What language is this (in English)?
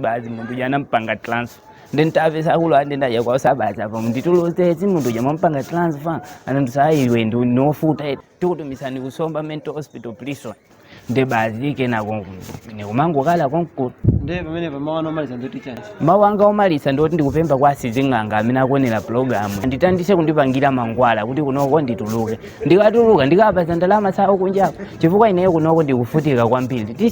Nyanja